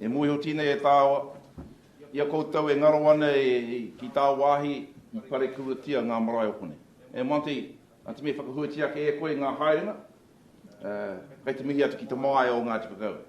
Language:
Māori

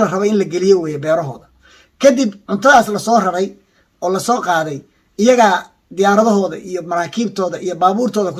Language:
Somali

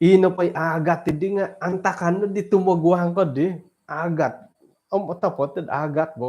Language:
Central Dusun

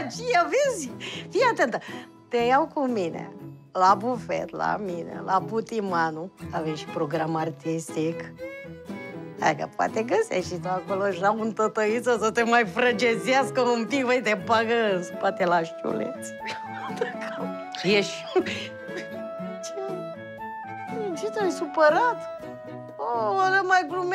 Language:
Romanian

